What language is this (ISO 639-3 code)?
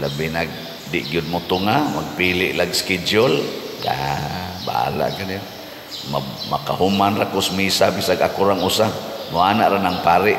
ceb